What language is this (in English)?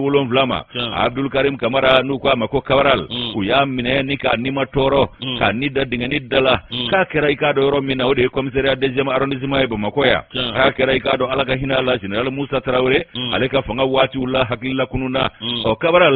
Bambara